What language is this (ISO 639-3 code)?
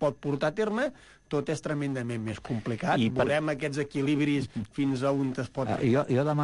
cat